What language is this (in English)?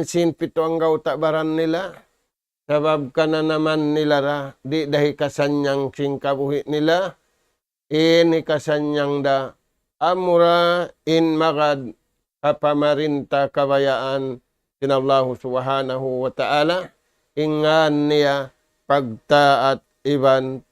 Tausug